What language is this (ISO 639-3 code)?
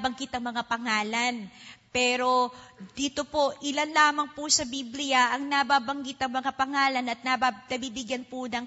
fil